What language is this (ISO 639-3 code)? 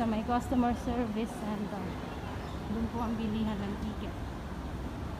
fil